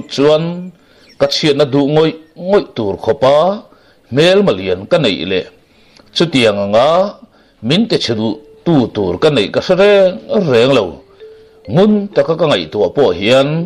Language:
Mizo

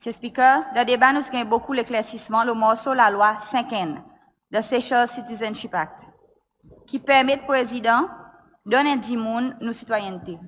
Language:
Seselwa Creole French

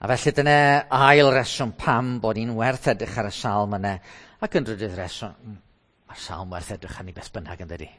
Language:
Welsh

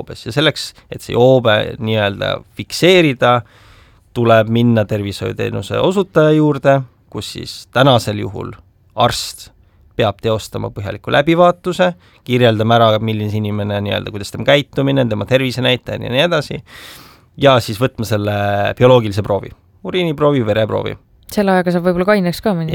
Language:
Estonian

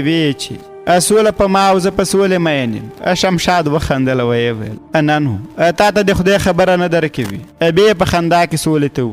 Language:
Pashto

